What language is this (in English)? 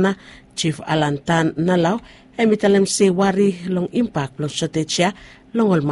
Bislama